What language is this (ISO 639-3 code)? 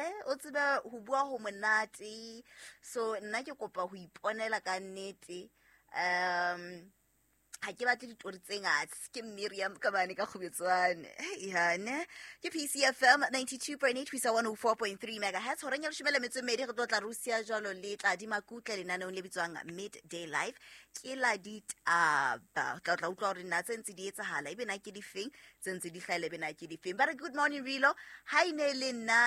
sot